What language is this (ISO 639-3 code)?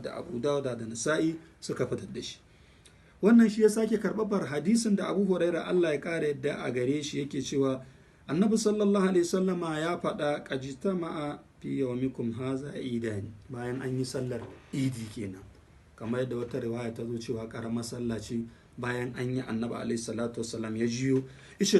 hau